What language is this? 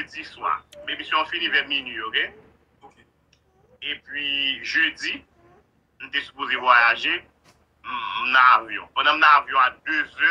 Haitian Creole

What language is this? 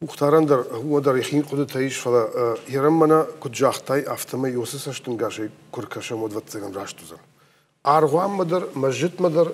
Ossetic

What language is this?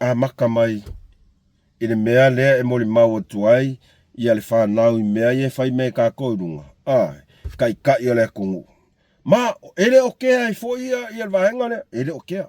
Samoan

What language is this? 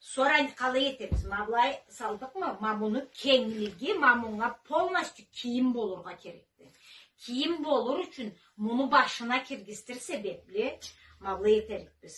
Karachay-Balkar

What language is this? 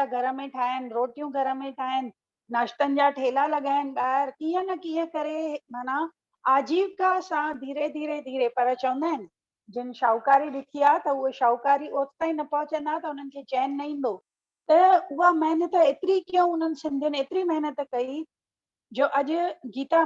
Sindhi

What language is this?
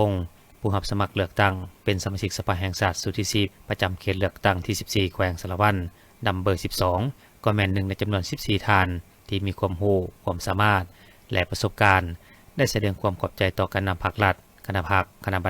Lao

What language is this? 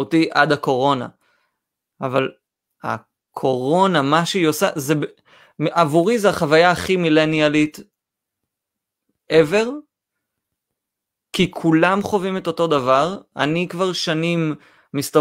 Hebrew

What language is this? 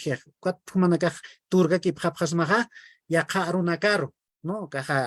Aymara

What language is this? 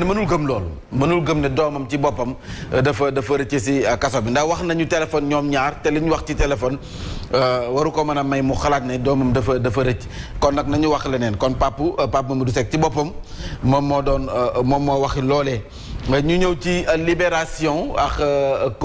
Wolof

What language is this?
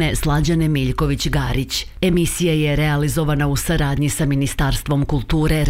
Serbian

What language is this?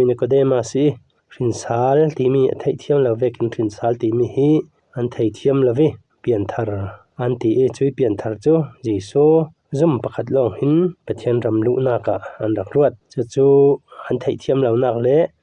Falam Chin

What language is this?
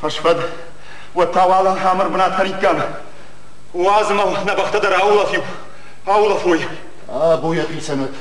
Ossetic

